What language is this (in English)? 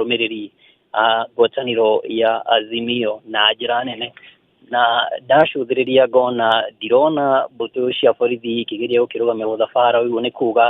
Kikuyu